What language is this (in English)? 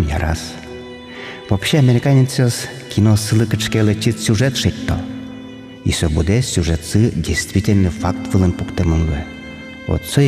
Udmurt